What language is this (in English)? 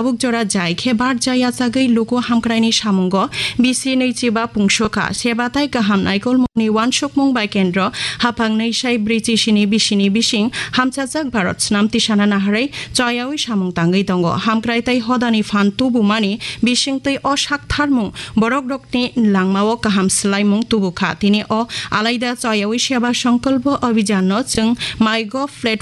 Kok Borok